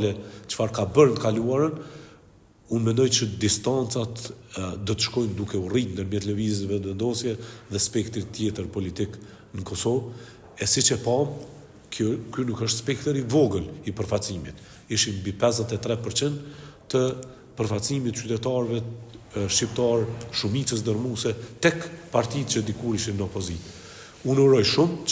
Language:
Albanian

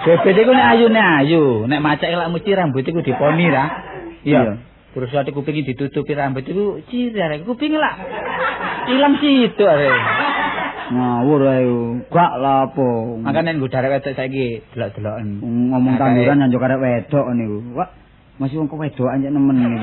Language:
Javanese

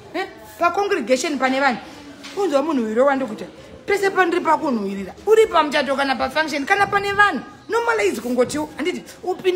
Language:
Shona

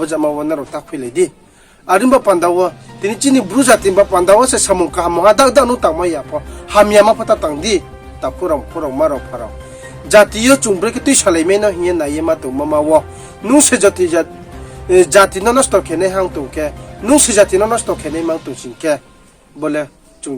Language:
Riang (India)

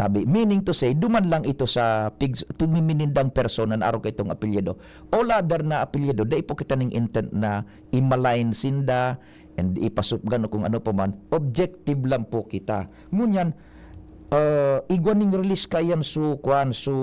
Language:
Bikol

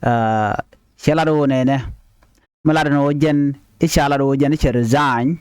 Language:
Nuer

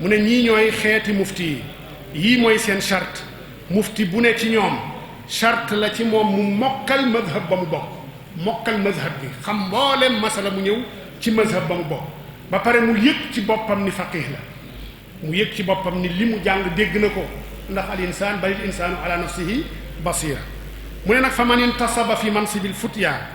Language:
Wolof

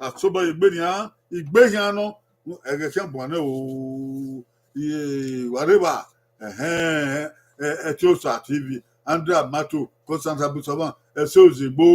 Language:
Bini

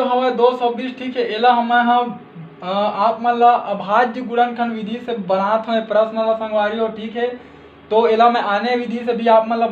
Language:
Chhattisgarhi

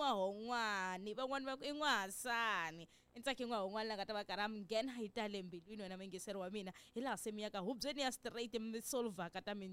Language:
Tsonga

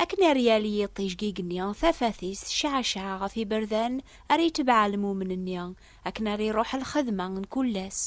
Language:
Kabyle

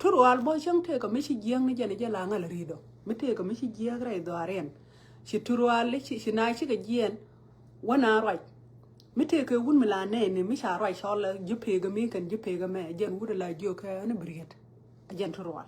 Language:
Nuer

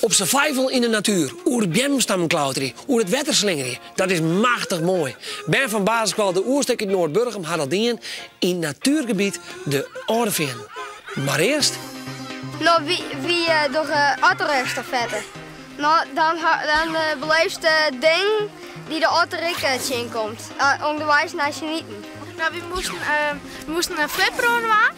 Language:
Western Frisian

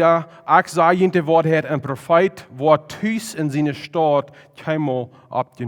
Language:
Plautdietsch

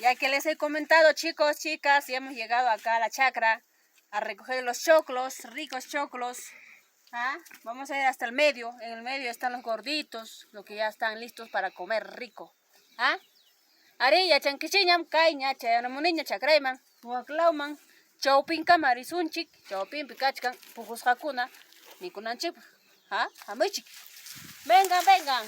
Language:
Ayacucho Quechua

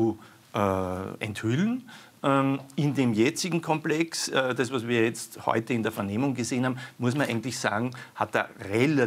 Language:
German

